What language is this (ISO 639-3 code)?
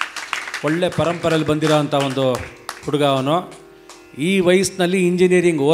kan